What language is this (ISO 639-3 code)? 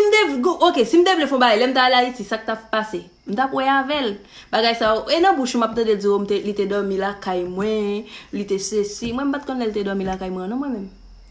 hat